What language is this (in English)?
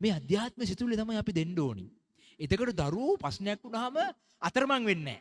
Sinhala